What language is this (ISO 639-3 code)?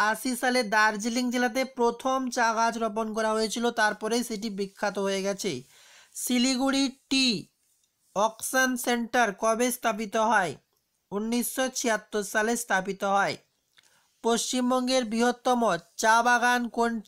ben